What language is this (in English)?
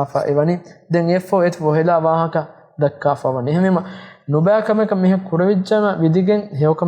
Divehi